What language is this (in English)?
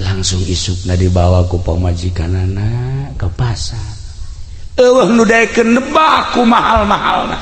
Sundanese